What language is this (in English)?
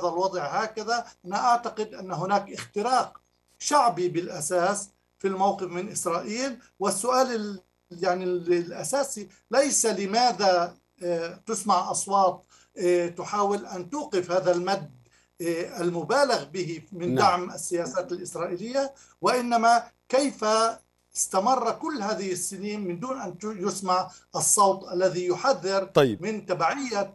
Arabic